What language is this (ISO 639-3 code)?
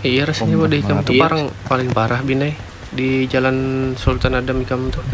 bjn